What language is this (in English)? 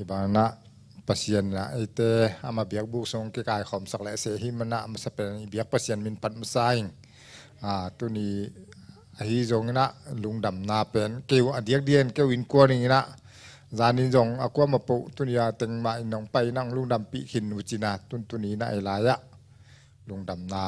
Tedim Chin